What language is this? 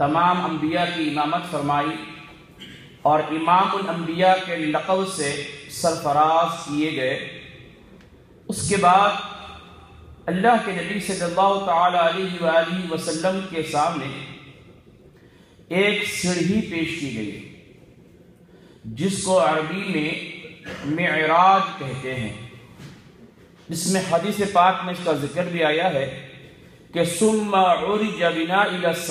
Urdu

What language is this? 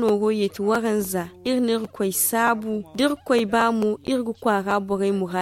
Zarma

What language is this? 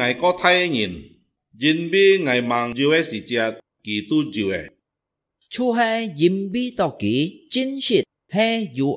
Hakka Chinese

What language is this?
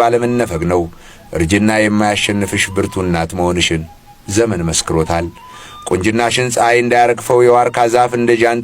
Amharic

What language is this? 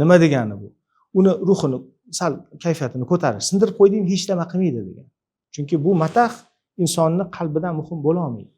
Uzbek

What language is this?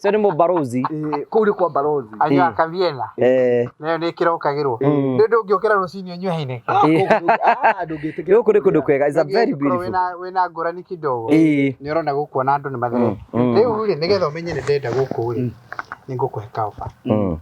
Kikuyu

